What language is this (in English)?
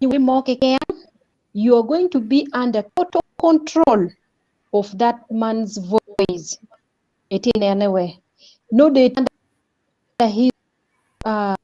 Acoli